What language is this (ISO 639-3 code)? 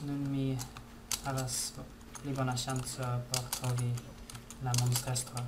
epo